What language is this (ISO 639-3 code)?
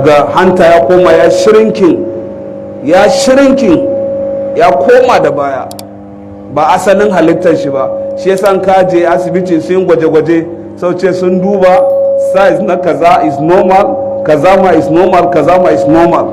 hau